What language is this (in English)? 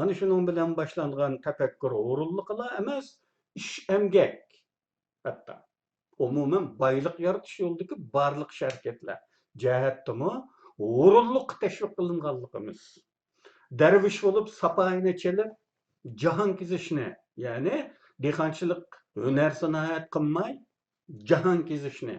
Uyghur